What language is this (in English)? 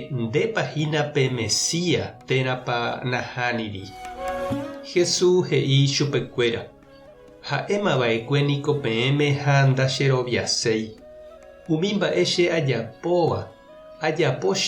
Guarani